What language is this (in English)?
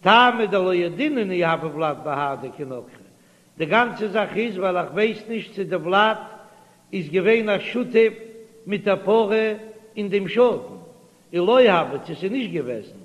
Yiddish